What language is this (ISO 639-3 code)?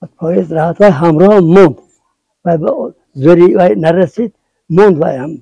tgk